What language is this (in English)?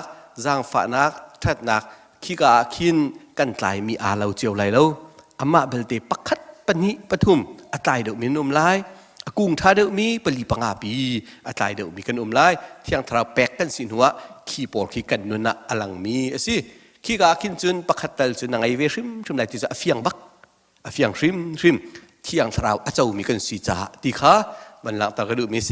Hakha Chin